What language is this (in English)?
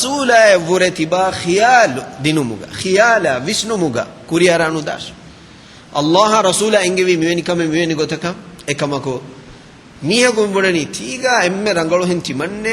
Divehi